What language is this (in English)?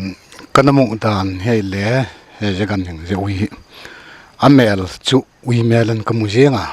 Paite Chin